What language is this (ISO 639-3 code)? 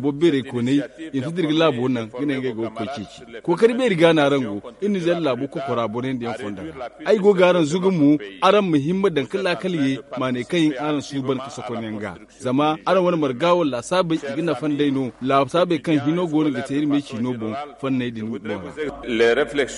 dje